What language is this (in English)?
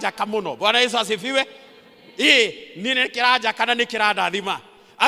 Kikuyu